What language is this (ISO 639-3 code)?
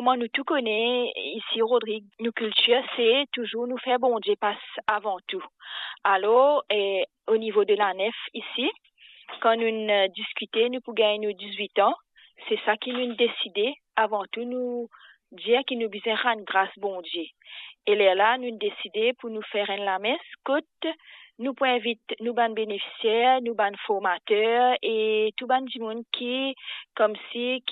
mfe